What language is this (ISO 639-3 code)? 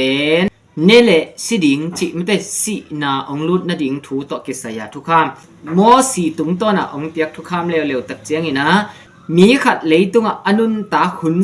ctd